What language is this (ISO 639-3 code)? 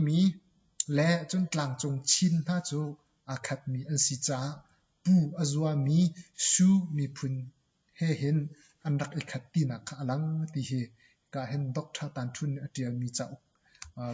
cnh